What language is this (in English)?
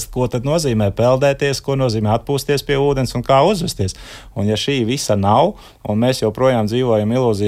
Latvian